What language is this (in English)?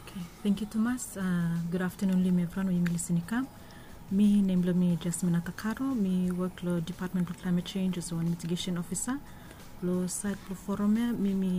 Bislama